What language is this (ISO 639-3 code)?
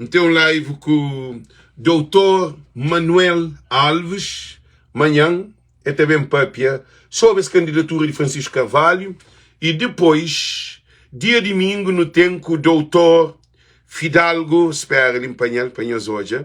kea